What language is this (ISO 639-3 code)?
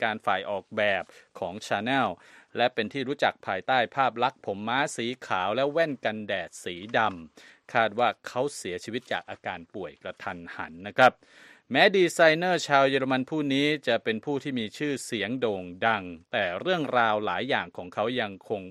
tha